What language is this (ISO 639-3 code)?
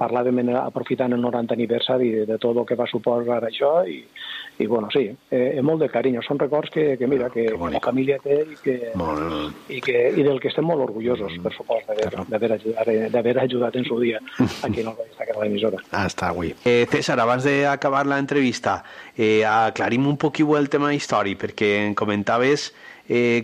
cat